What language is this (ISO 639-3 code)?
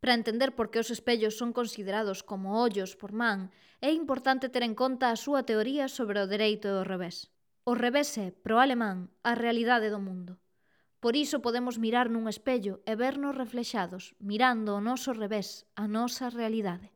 glg